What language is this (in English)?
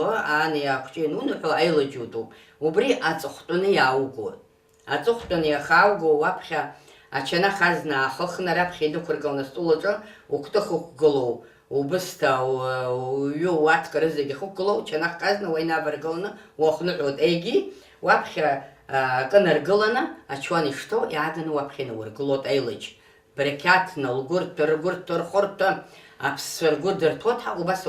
Abkhazian